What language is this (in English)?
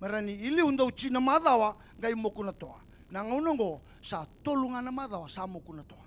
Fijian